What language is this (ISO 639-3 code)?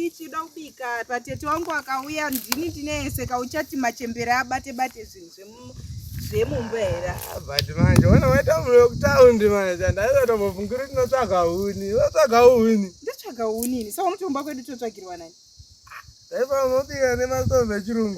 sna